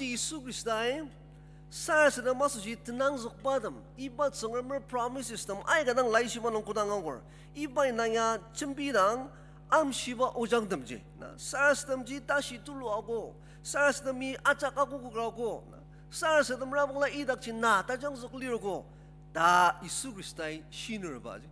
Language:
Ao Naga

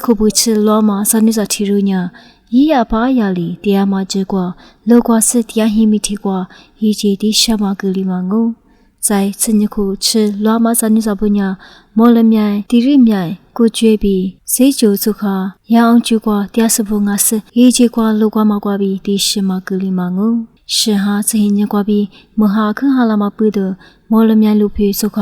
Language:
Lisu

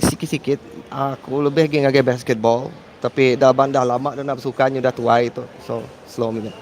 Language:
Iban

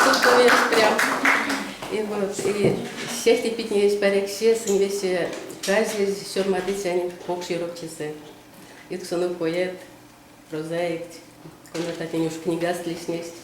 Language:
Erzya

